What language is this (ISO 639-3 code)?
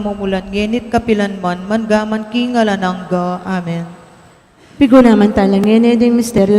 pam